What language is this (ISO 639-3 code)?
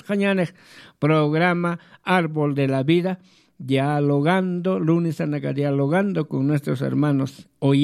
aym